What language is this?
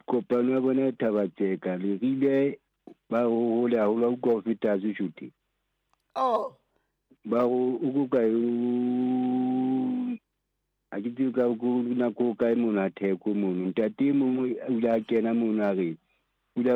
Southern Sotho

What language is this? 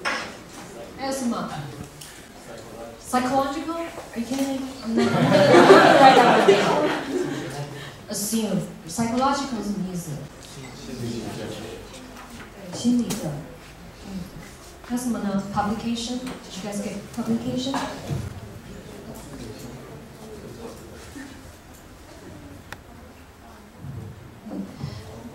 Chinese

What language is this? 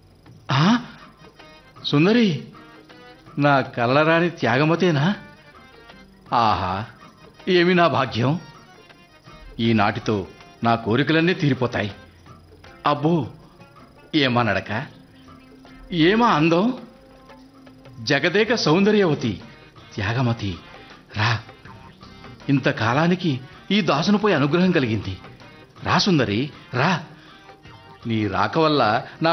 Telugu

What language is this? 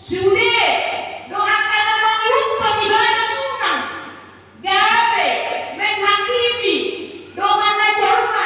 Batak Toba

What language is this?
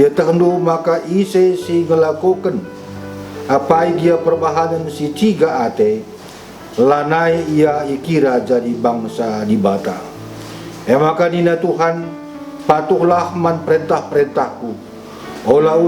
Batak Karo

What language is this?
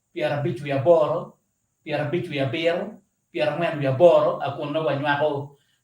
Acoli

